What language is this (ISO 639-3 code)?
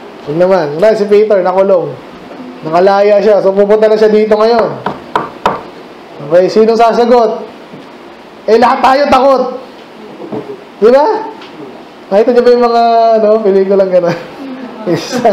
fil